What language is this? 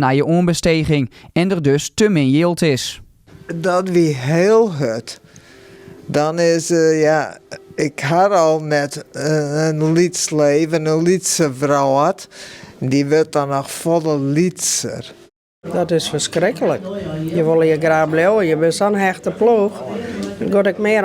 Western Frisian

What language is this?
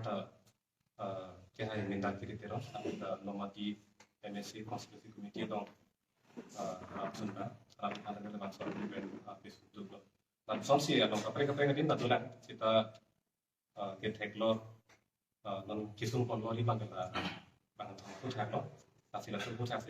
Karbi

